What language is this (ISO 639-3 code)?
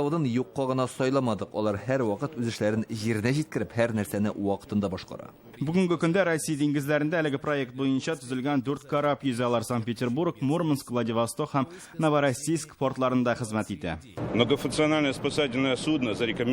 tat